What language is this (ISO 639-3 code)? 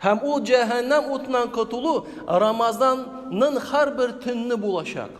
tat